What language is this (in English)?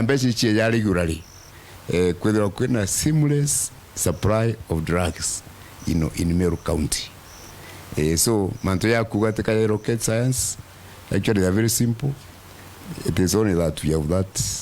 Meru